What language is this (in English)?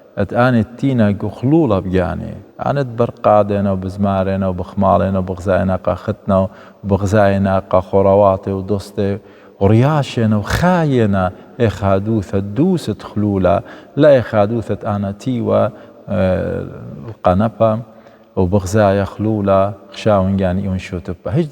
Assyrian Neo-Aramaic